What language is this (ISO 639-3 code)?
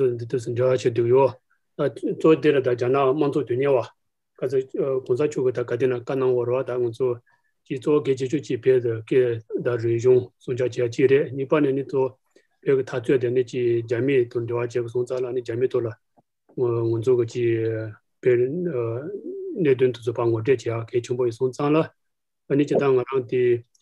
bod